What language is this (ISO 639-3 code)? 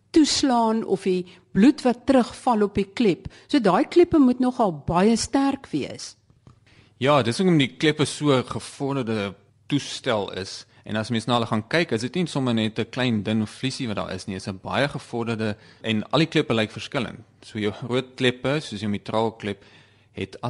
afr